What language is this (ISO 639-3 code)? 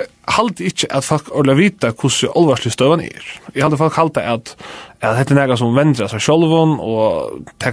fao